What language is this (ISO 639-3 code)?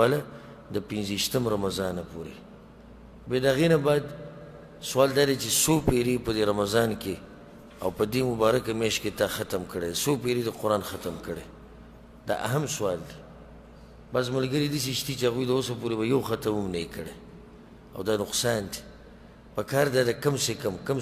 pus